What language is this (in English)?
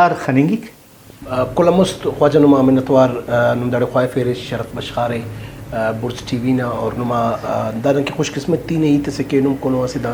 Brahui